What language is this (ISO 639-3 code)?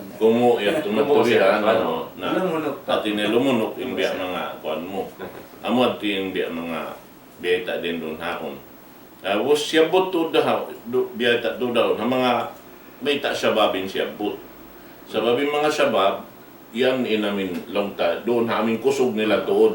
tsg